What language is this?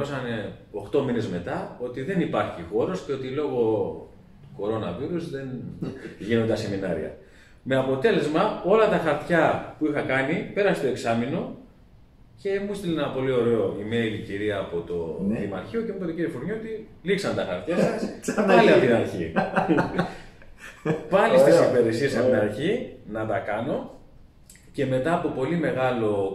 Greek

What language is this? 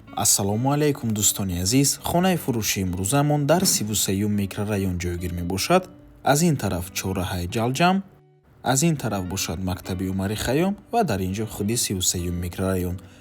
Tajik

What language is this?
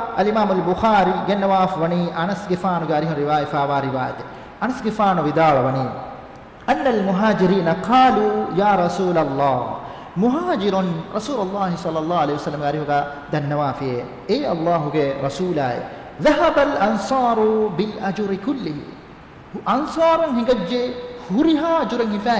Divehi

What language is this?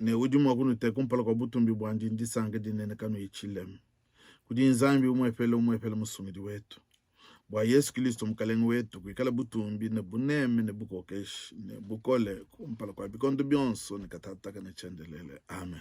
Luba-Lulua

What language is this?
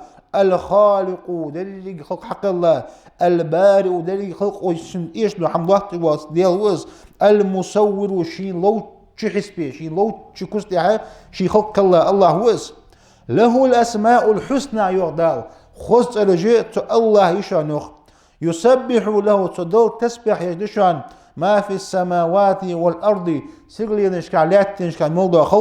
Ingush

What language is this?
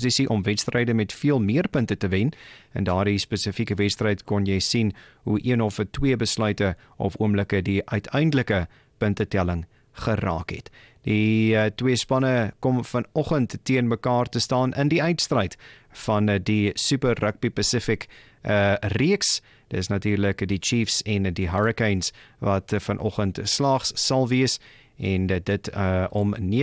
Afrikaans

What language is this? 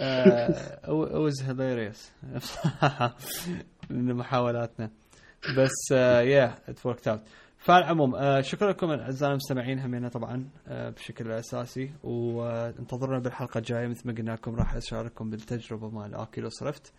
Mesopotamian Arabic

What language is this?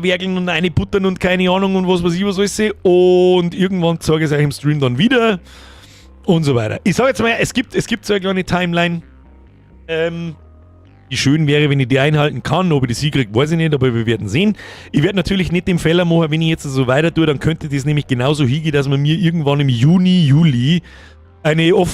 Bavarian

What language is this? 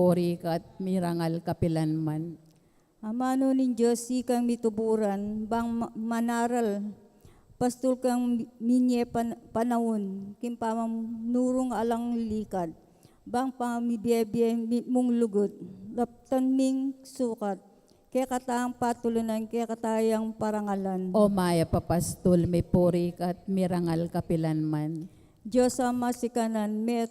Pampanga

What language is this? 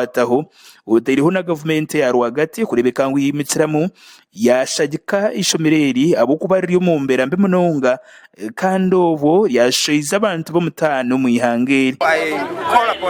Nyankole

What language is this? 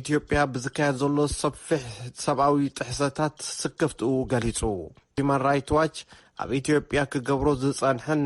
Tigrinya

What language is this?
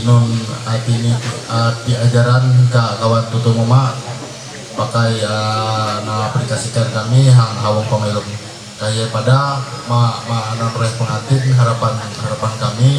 Ma'anyan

